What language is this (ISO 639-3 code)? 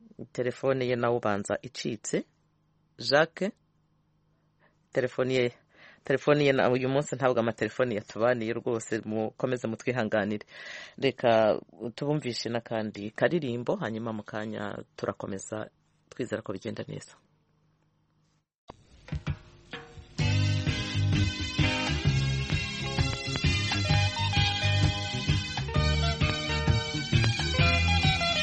kin